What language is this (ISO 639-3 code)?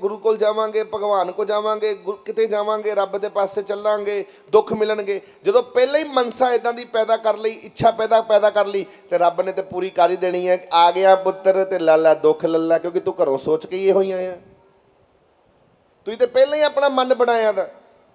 pan